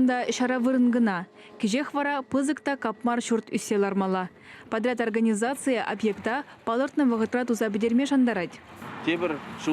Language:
Chuvash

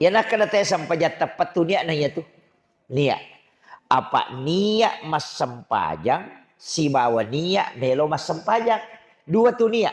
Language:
Buginese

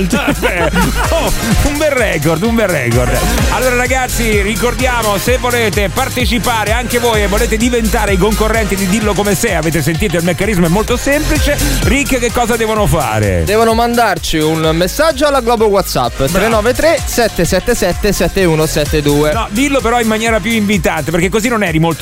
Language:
Italian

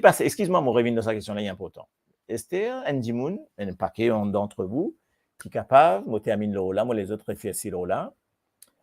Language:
Morisyen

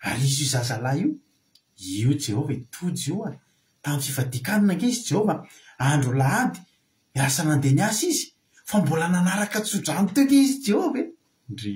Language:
Malagasy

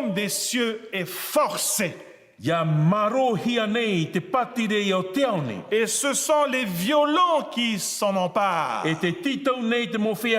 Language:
Tahitian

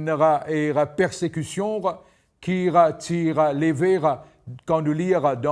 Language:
Morisyen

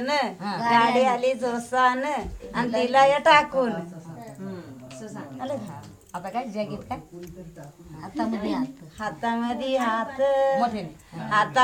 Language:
Marathi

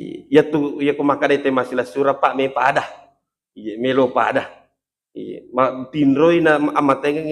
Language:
Buginese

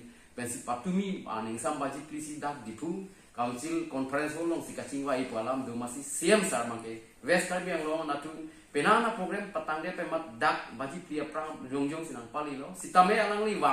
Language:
Karbi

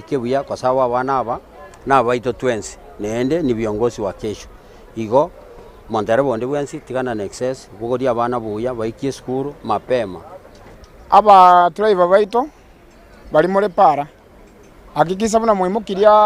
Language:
Gusii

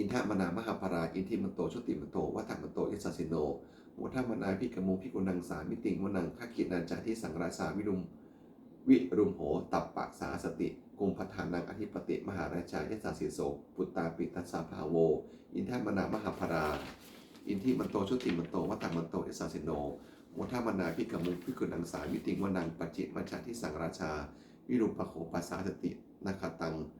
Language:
Pali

